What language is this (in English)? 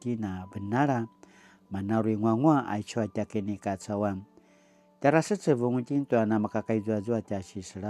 Paiwan